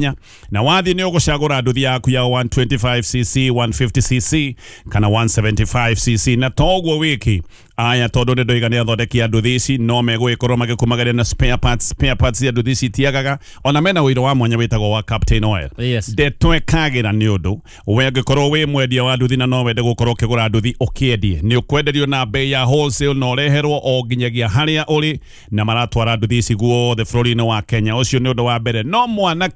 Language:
Kikuyu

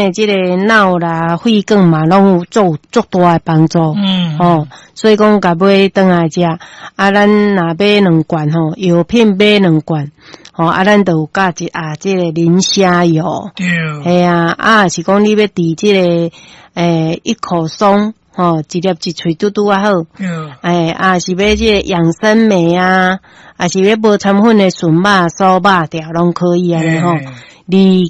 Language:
Min Nan Chinese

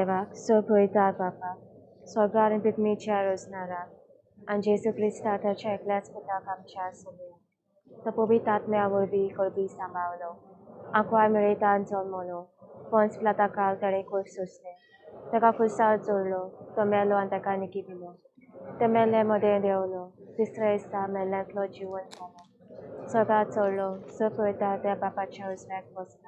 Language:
Konkani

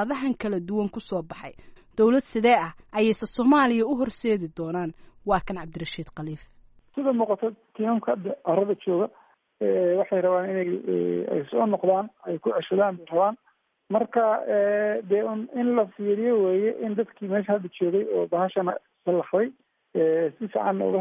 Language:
Somali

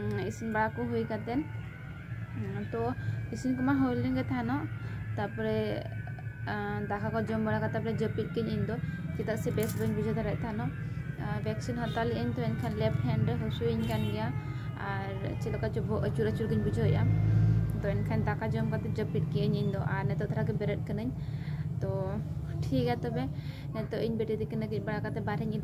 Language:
Santali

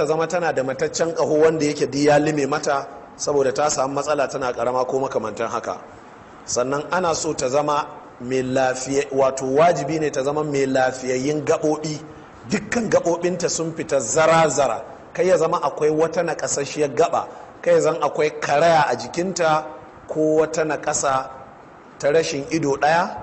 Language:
Hausa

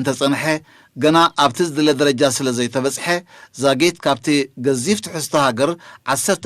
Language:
Tigrinya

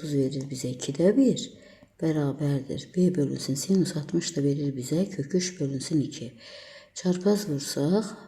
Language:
Azerbaijani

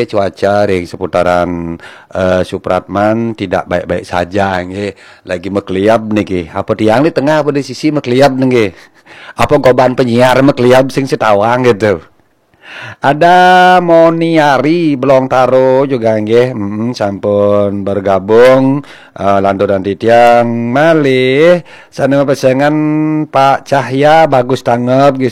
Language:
Balinese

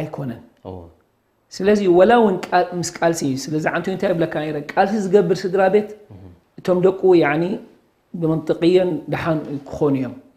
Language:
Tigrinya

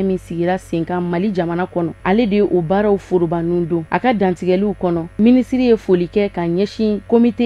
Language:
Bambara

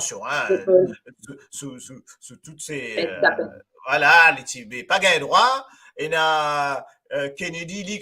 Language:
Morisyen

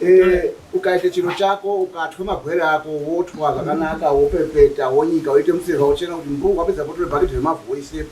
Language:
Shona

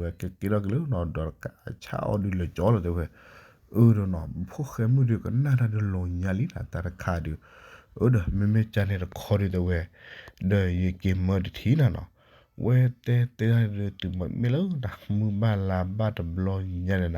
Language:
S'gaw Karen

